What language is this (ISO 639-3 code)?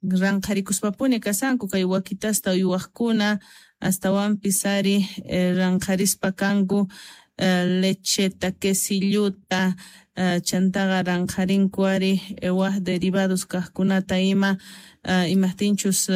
quh